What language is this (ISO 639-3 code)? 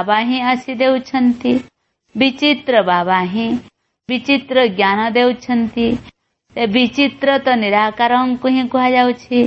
ori